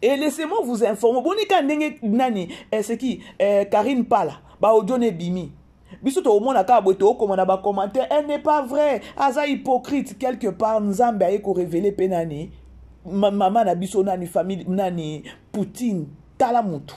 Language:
Lingala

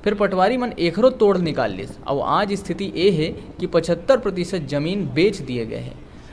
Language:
Chhattisgarhi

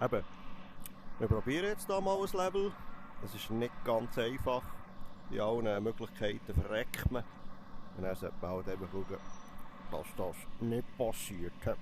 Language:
Swiss German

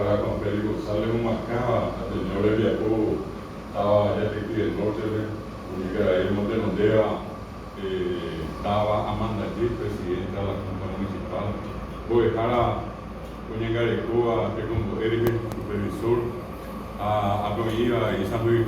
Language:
Guarani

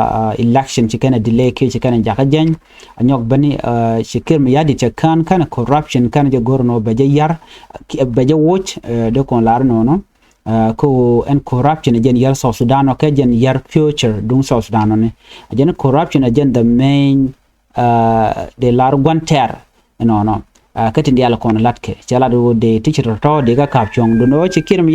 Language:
Nuer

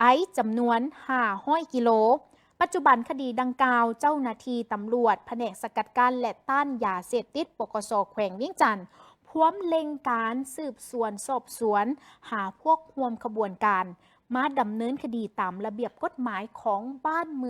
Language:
Lao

